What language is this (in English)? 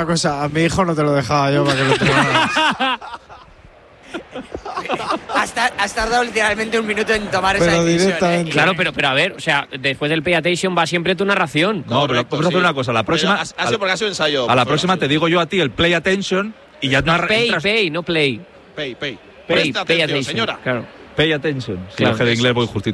Spanish